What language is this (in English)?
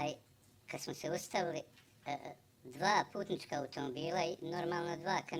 Bosnian